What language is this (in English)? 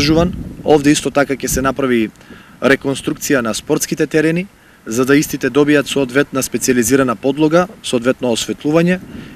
Macedonian